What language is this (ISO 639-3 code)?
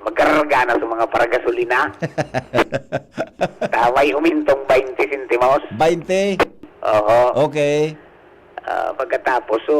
bik